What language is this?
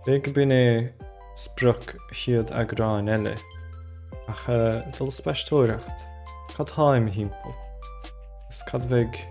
Irish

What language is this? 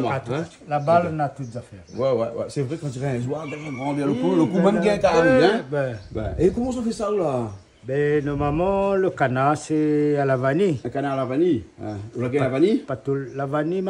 Réunion Creole French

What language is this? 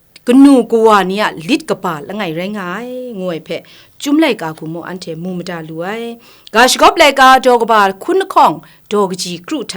Kachin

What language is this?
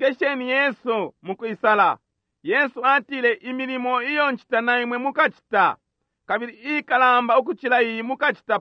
Bemba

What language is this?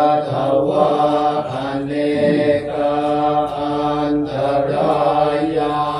Pali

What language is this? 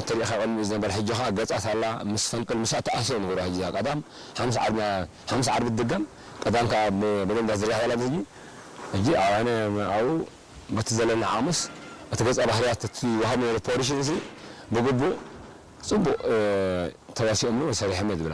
Tigrinya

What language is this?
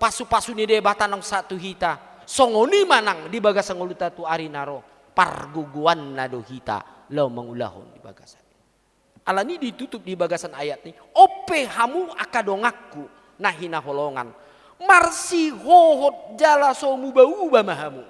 Batak Toba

